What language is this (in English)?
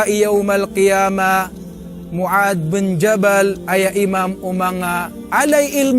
Maranao